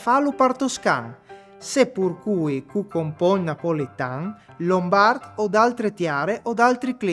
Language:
Friulian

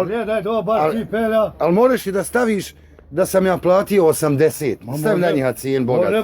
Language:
Bosnian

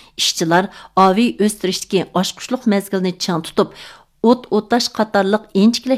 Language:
Uyghur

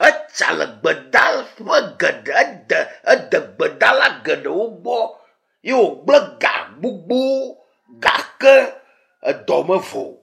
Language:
Ewe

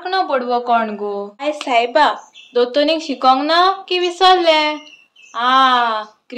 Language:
Konkani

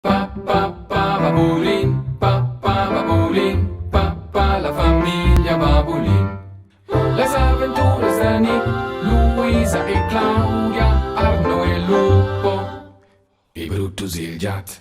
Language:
Romansh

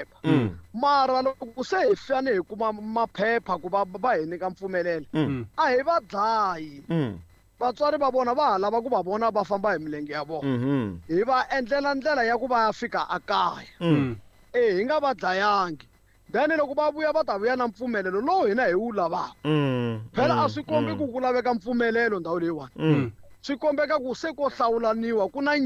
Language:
Tsonga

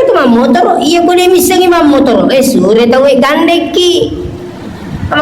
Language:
Buginese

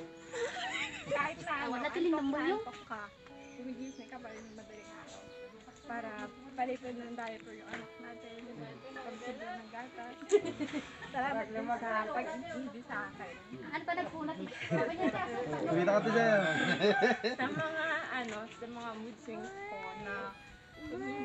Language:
Filipino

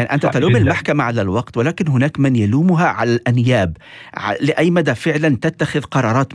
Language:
North Levantine Arabic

